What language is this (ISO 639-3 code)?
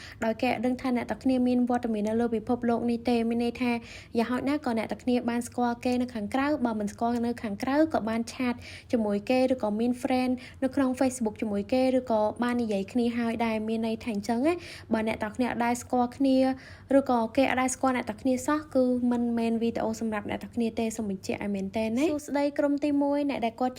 khm